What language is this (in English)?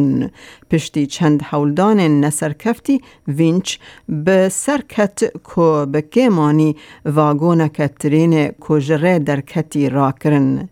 Kurdish